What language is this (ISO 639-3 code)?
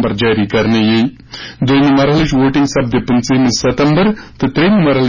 kas